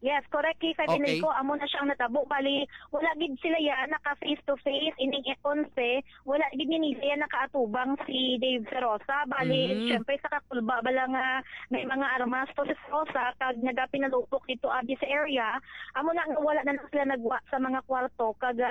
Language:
Hiligaynon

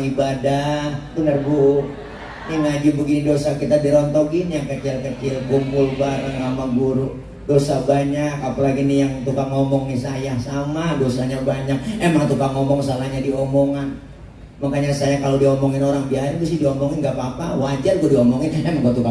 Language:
Betawi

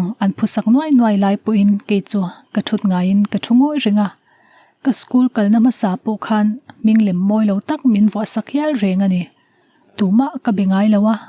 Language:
Mizo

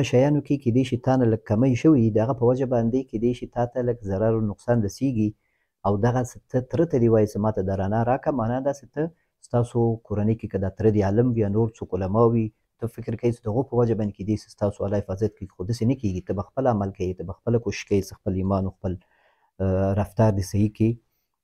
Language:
Pashto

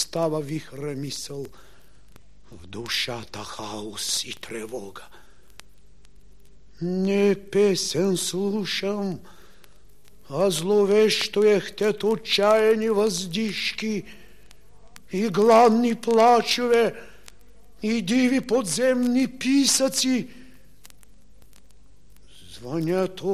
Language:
Bulgarian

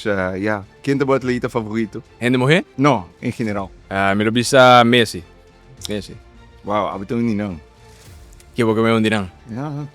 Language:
Papiamento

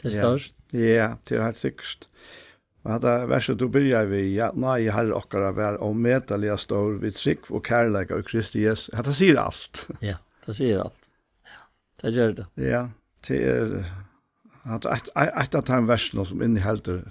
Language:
Faroese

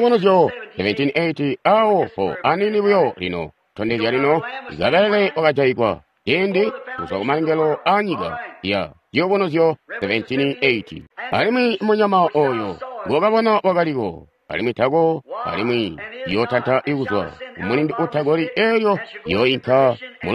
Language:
Tonga (Zambia)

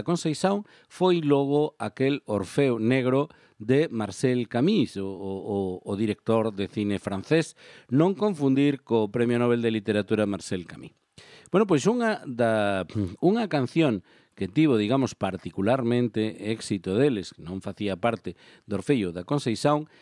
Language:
Galician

